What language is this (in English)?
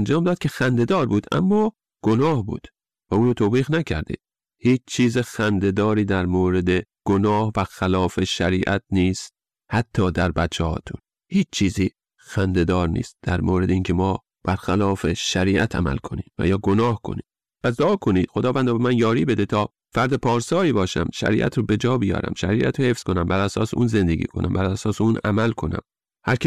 Persian